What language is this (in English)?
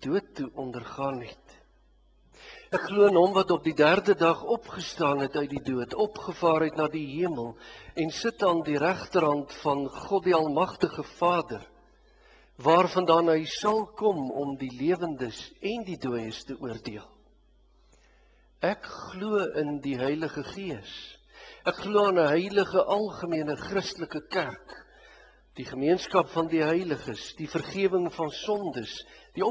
Afrikaans